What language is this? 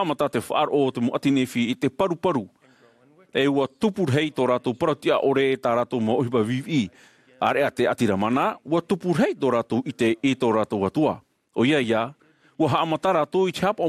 Tahitian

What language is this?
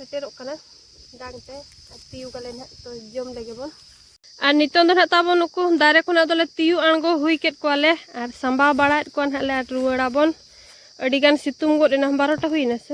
Santali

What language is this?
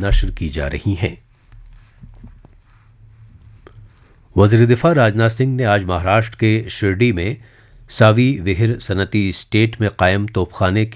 Urdu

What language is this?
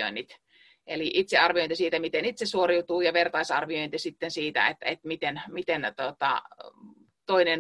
Finnish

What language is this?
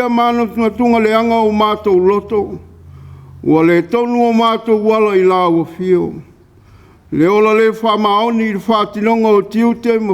Samoan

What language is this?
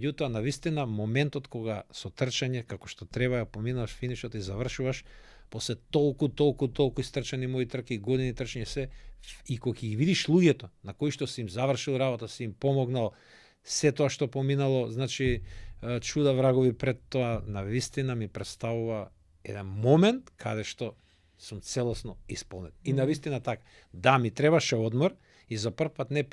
Macedonian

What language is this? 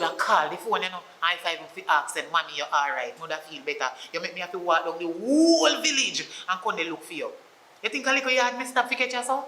Jamaican Creole English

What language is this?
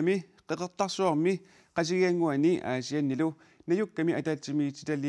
Kalaallisut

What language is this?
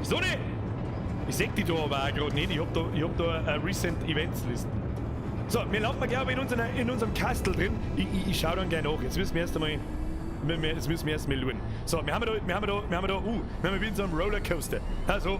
Bavarian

